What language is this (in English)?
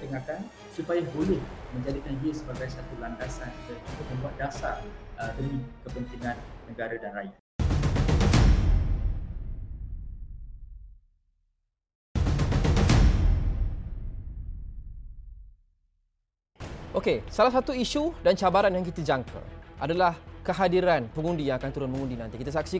Malay